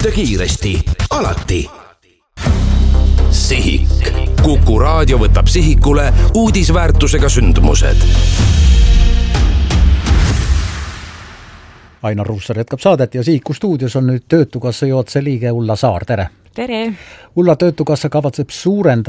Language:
Estonian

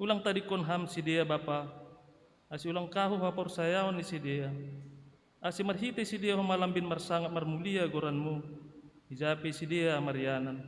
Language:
Batak Simalungun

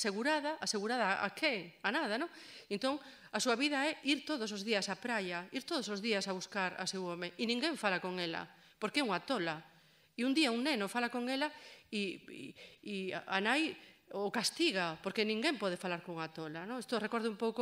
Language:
Galician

